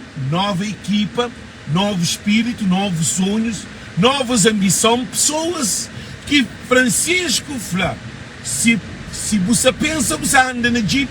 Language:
Kabuverdianu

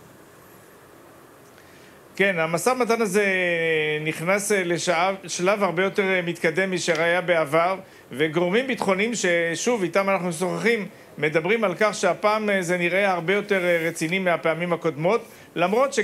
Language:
Hebrew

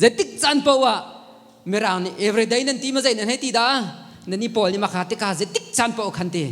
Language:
Hakha Chin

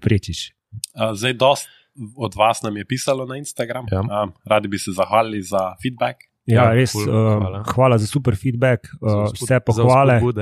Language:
Slovenian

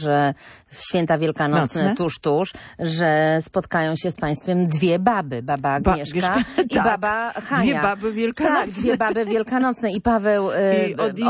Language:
Polish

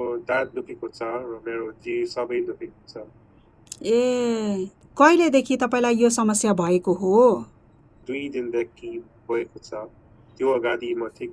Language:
Nepali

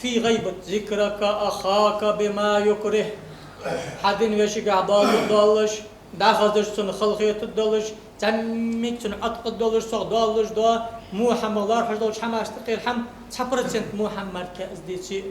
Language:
Ingush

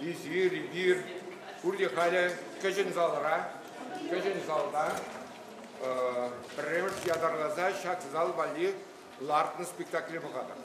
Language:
Chuvash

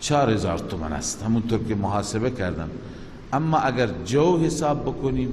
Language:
Persian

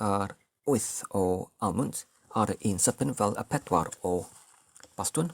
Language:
Welsh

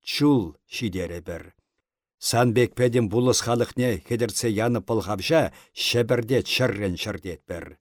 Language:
Chuvash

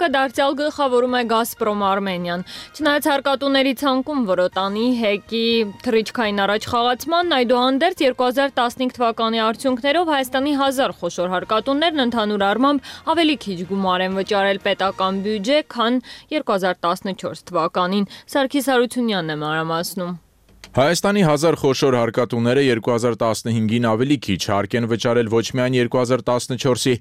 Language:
Armenian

